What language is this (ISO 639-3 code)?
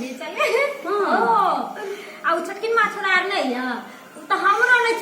mai